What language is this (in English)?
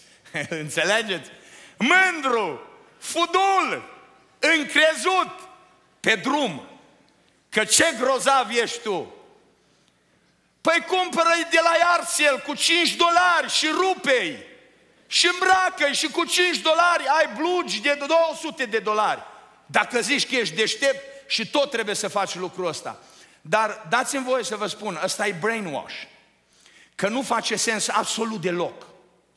Romanian